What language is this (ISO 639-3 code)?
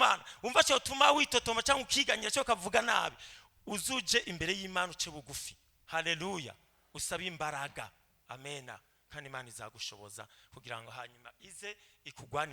run